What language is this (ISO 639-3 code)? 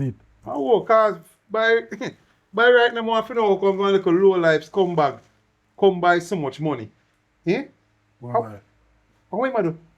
jam